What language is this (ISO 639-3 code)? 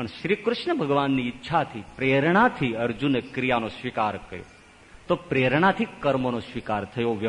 guj